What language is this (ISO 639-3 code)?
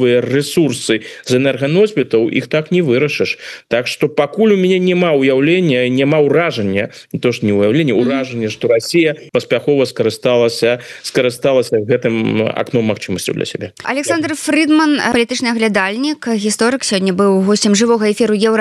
bel